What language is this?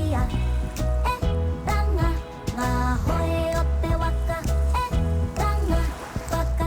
Māori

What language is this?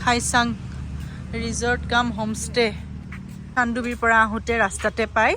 Assamese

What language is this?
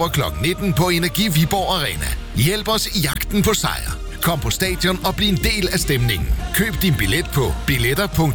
Danish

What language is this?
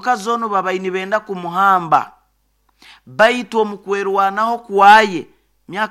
Nyoro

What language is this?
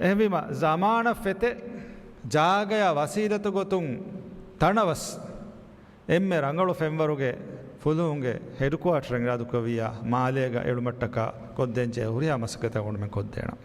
Divehi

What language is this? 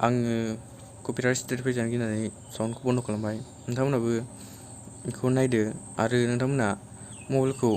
Bodo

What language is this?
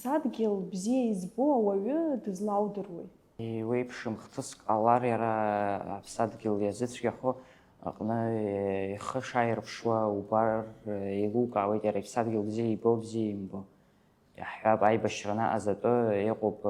Abkhazian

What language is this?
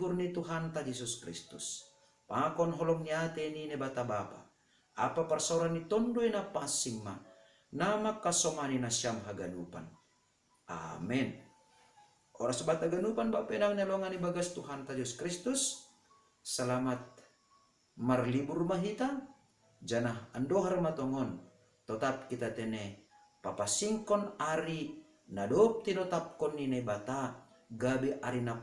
Batak Simalungun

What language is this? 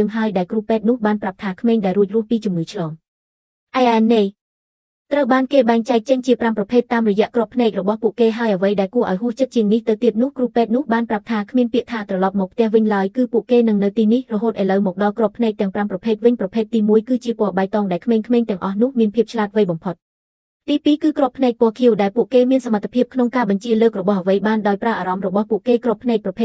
Khmer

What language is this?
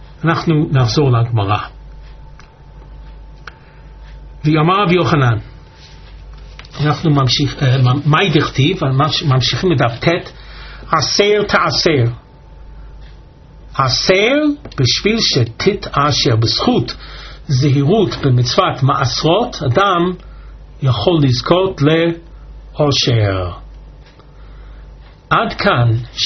Hebrew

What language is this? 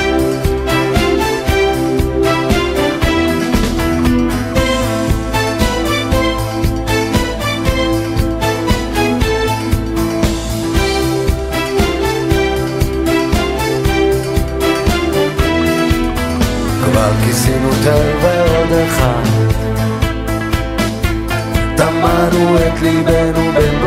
Hebrew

